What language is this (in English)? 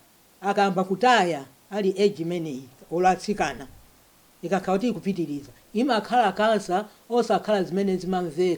Nyanja